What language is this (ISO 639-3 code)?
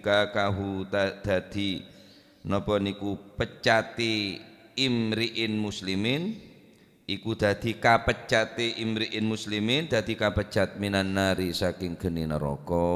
mad